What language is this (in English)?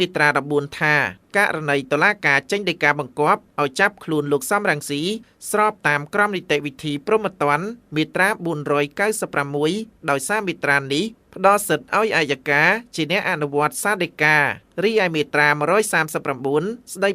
Khmer